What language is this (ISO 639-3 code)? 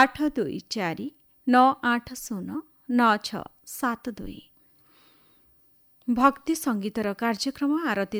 ori